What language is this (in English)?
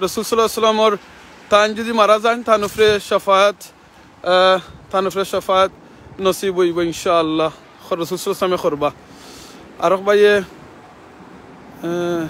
Sylheti